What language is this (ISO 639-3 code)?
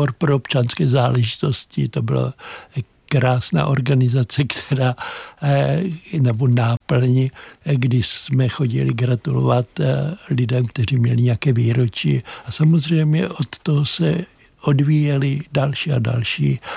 ces